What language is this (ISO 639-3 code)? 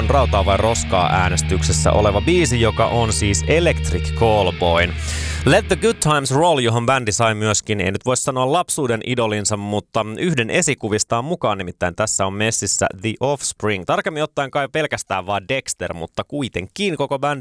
fin